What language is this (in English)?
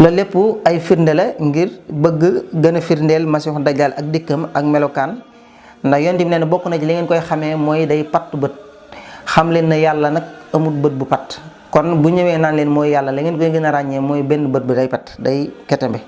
Wolof